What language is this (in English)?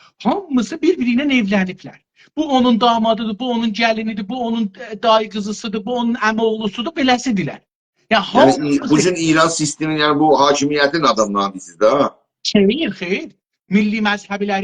South Azerbaijani